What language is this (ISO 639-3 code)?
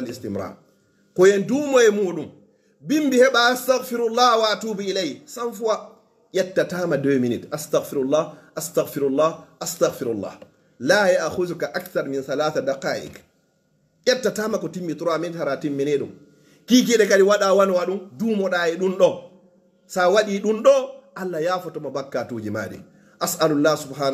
ful